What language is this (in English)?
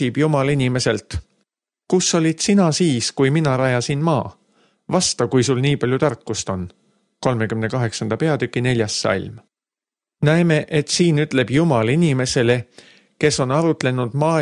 Estonian